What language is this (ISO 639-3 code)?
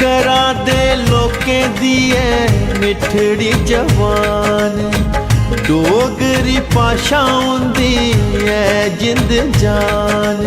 doi